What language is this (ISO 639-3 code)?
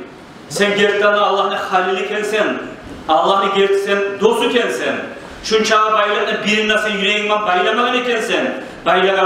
kum